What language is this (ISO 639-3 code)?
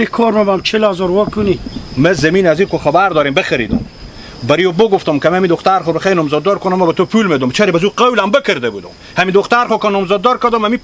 haz